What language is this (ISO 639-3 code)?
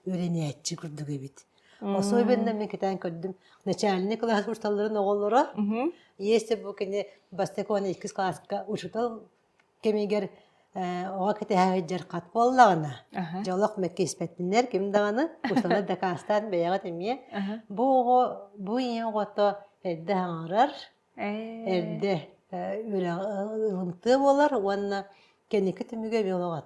sah